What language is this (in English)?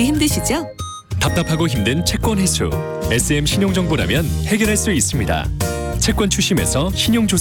Korean